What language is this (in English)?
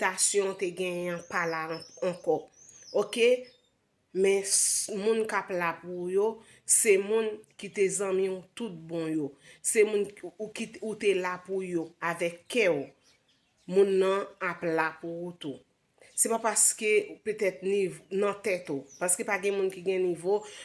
Haitian Creole